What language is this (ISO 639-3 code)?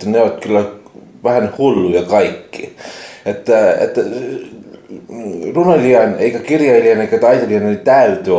fin